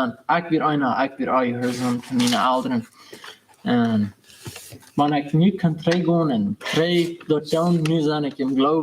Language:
Plautdietsch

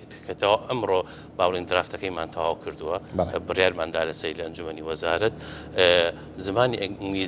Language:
Central Kurdish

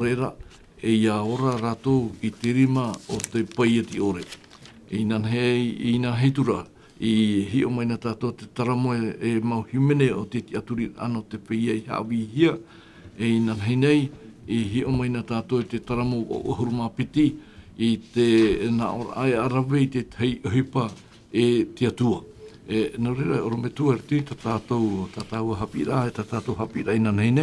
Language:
Tahitian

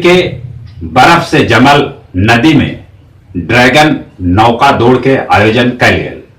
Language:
Magahi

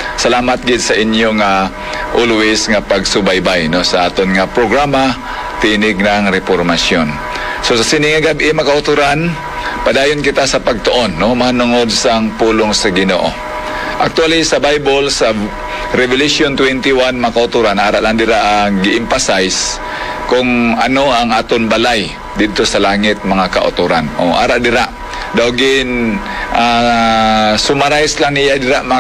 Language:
Hiligaynon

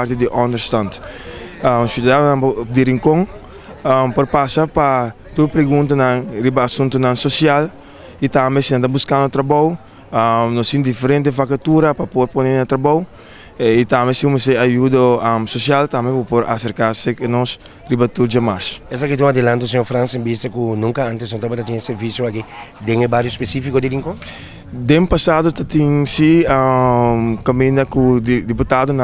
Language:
Papiamento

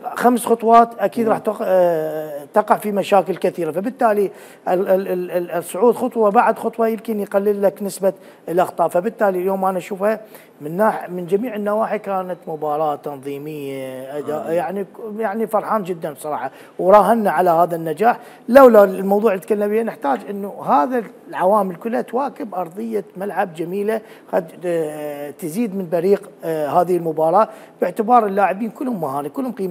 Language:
Mesopotamian Arabic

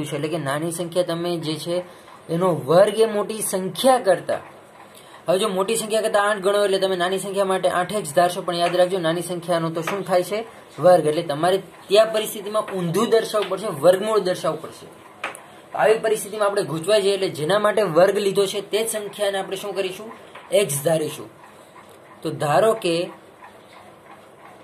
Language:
Gujarati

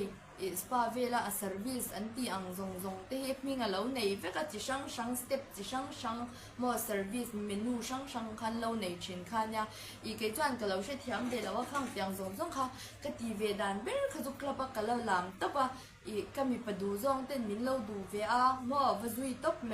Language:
Mizo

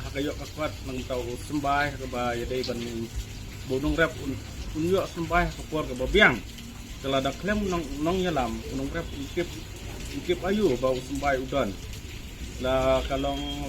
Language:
Khasi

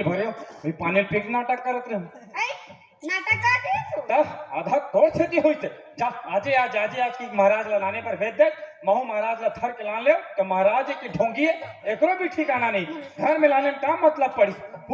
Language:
Chhattisgarhi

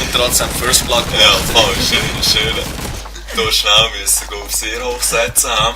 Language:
Swiss German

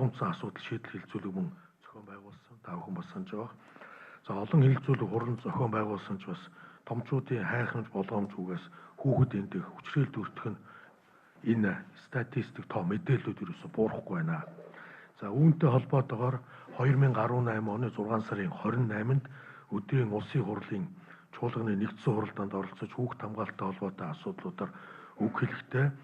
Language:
Mongolian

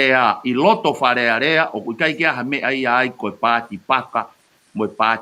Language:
Tongan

